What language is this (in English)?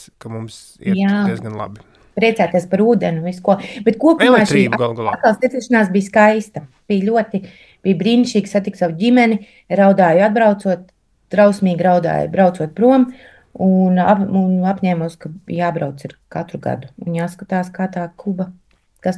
Latvian